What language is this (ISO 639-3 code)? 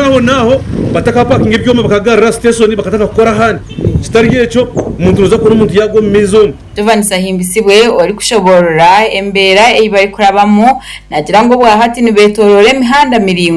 nyn